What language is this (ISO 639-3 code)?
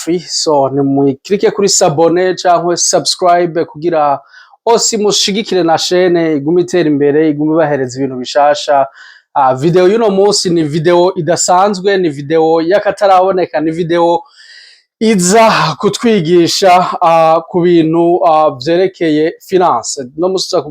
run